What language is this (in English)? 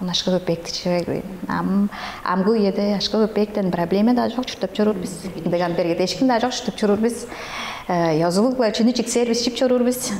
Tuvinian